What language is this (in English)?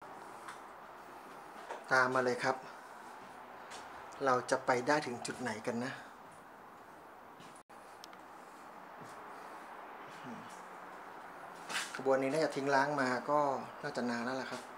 Thai